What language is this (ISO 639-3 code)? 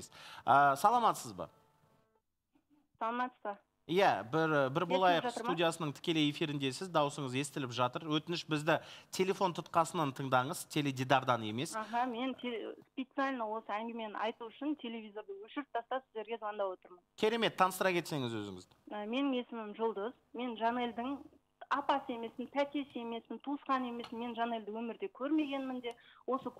kaz